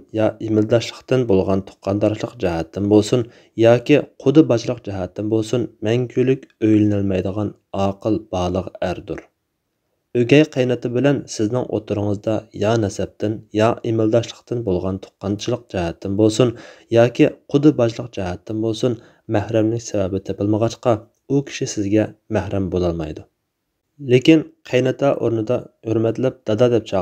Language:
Uyghur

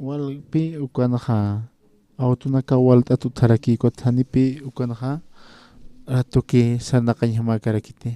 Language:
Aymara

